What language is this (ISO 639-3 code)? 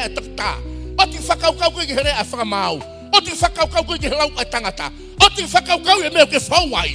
ton